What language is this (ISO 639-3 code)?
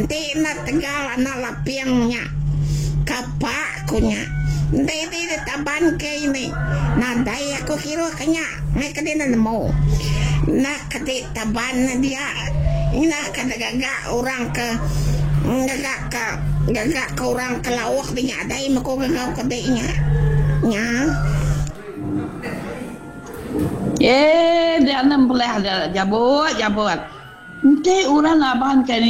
iba